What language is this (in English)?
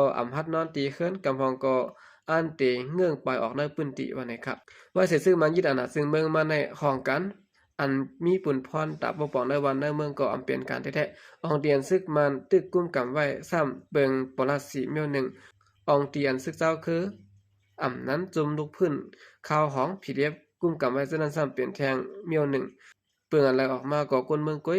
Shan